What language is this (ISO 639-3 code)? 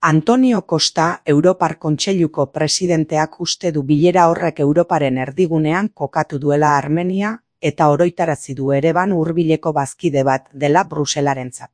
eus